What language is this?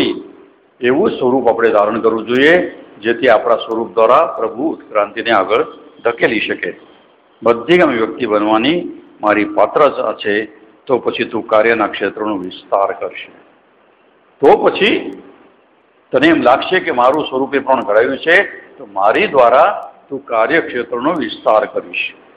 Gujarati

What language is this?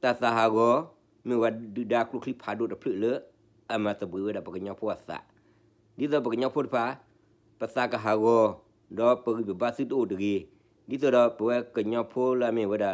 S'gaw Karen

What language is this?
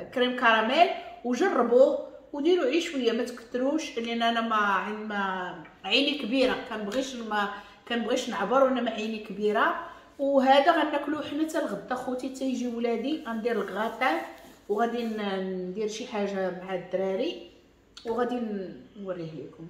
Moroccan Arabic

